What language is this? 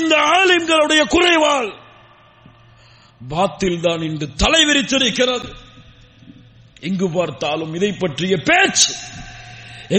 Tamil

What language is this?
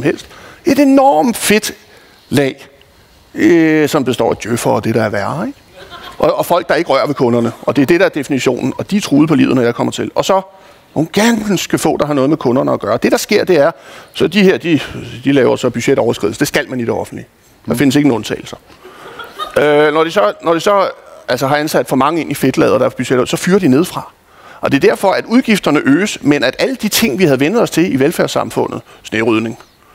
Danish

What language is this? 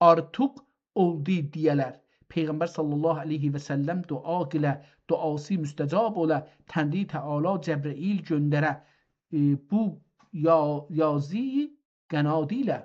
South Azerbaijani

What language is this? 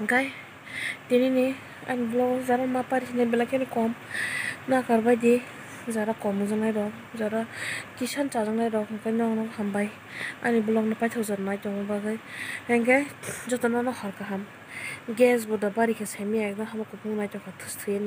Kok Borok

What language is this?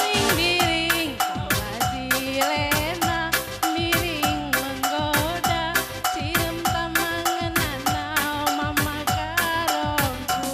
Batak Karo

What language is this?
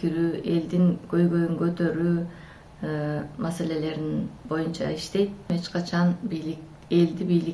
Kyrgyz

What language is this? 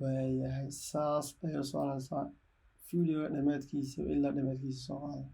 Somali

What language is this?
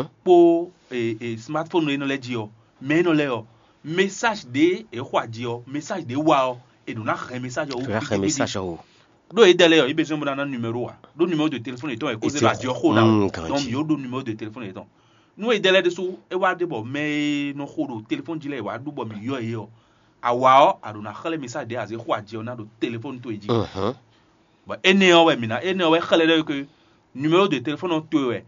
Fon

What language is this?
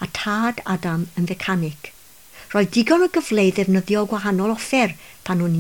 Welsh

